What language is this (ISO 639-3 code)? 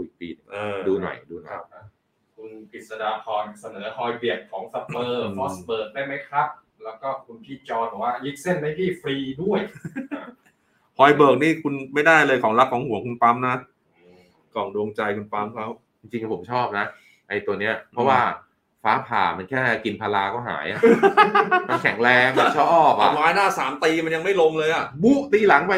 tha